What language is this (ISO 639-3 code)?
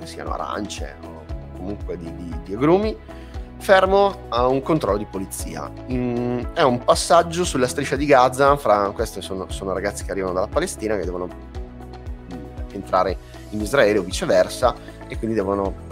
ita